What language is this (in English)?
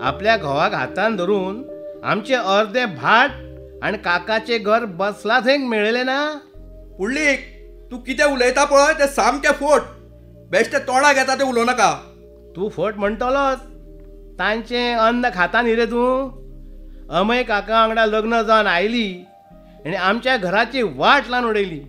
Konkani